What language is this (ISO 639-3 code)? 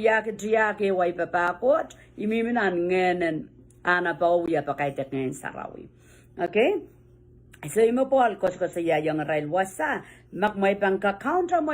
pon